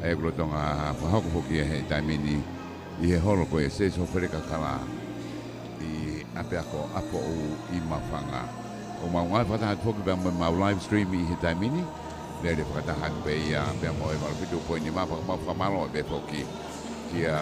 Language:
Tongan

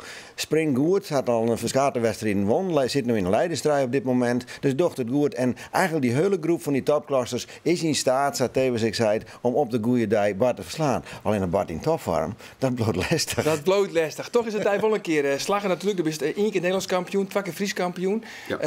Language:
Western Frisian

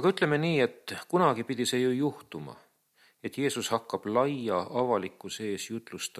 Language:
Estonian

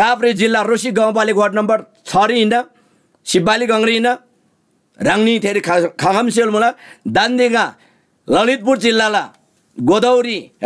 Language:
Eastern Tamang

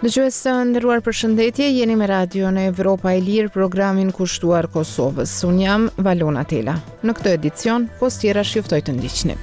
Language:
Albanian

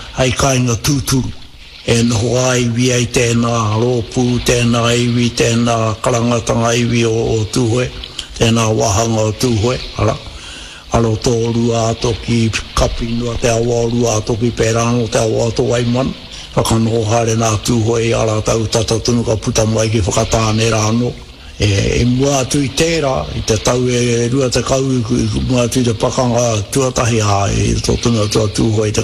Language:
Māori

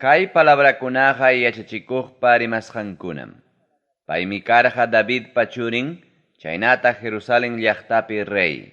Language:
Ayacucho Quechua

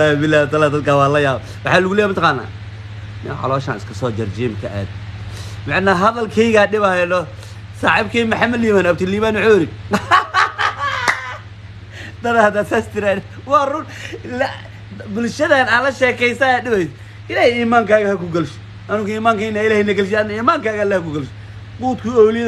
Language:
Somali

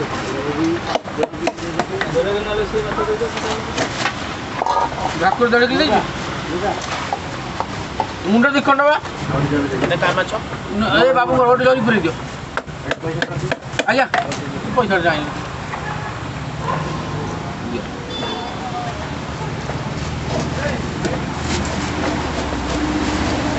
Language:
Odia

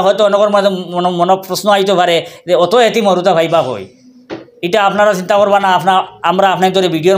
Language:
Sylheti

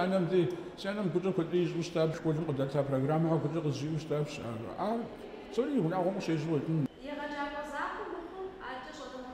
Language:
Kabardian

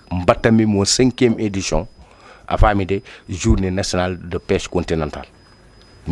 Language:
Fula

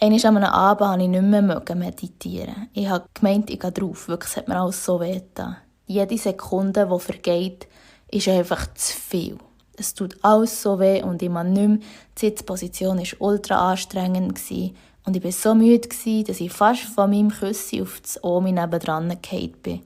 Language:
Swiss German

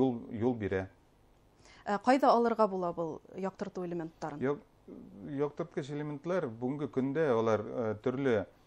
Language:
Bashkir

